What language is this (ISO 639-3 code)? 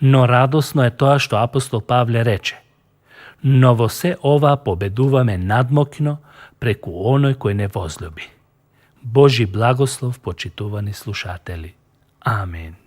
mkd